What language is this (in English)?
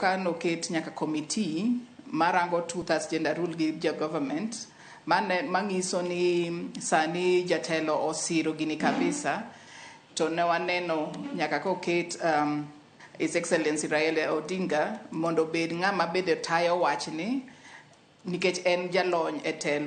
Luo (Kenya and Tanzania)